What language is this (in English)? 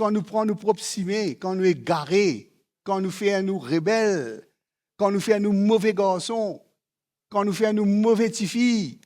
Morisyen